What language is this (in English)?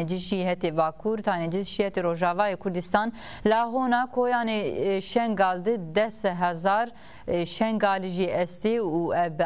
Zaza